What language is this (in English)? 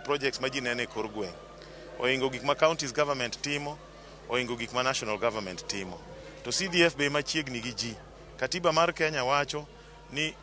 Luo (Kenya and Tanzania)